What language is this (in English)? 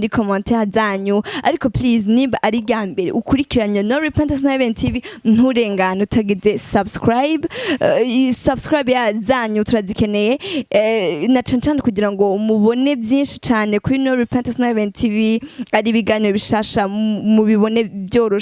Rundi